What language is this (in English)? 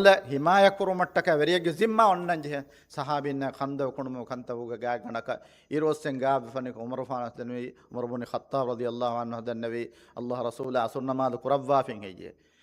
Divehi